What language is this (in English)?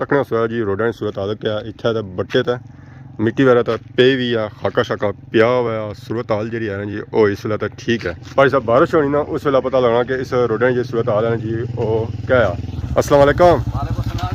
Pahari-Potwari